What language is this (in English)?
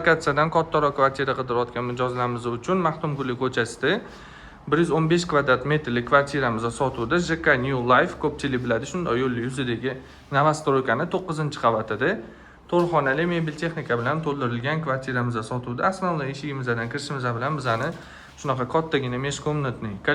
Uzbek